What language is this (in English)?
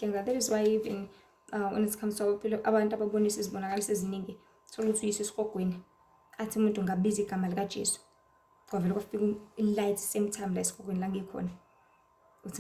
Zulu